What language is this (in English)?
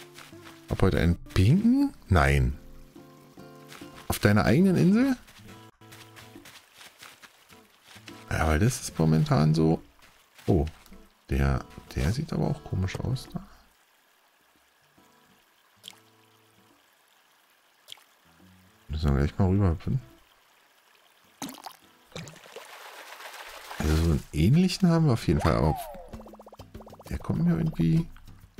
German